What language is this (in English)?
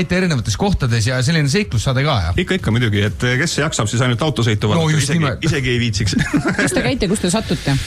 Estonian